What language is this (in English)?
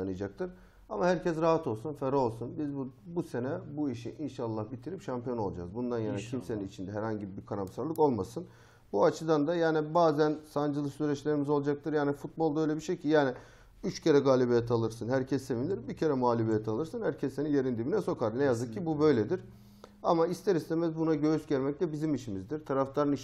Turkish